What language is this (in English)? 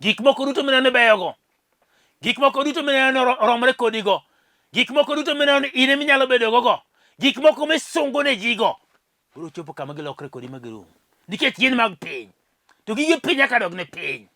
Luo (Kenya and Tanzania)